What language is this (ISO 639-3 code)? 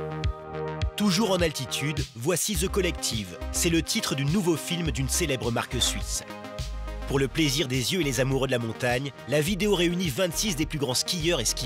fra